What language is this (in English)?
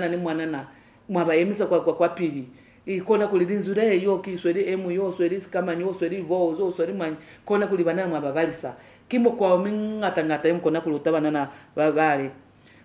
Lozi